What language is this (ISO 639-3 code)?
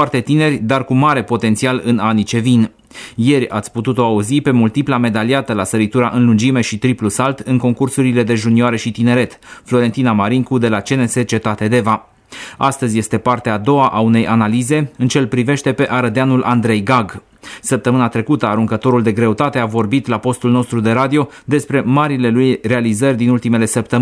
ron